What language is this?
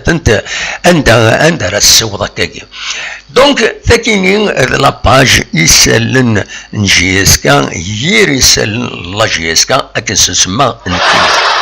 Kabyle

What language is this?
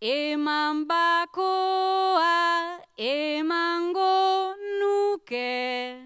Basque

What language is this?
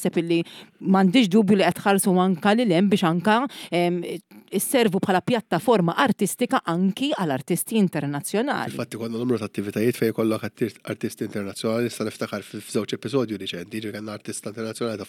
Maltese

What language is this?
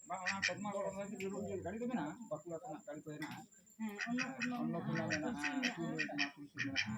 Santali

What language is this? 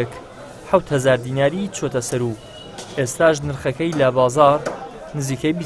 Central Kurdish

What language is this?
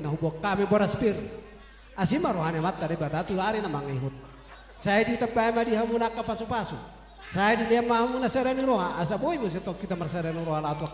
Batak Toba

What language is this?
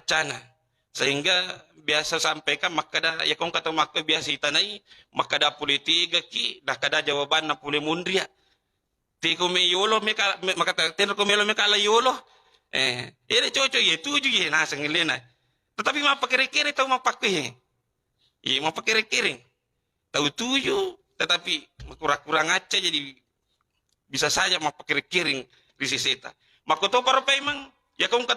Buginese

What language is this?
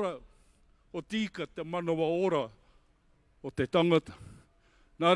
Māori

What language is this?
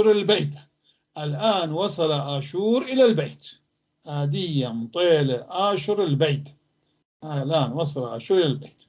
North Levantine Arabic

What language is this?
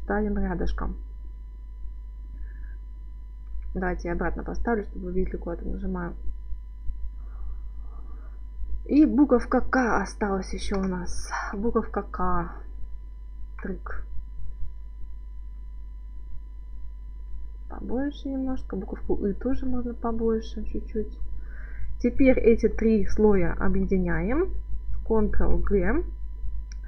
Russian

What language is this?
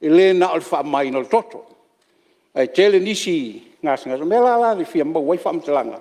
Samoan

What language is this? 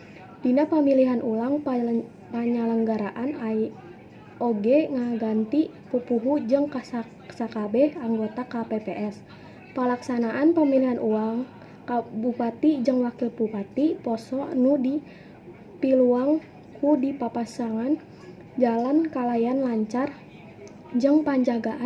Sundanese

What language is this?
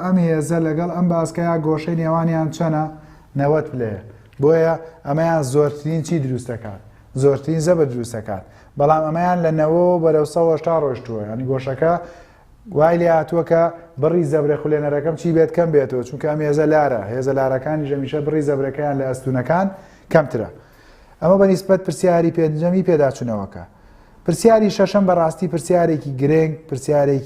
Central Kurdish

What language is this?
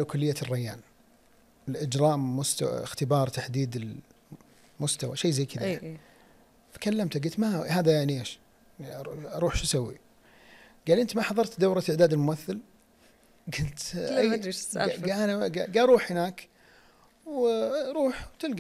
Najdi Arabic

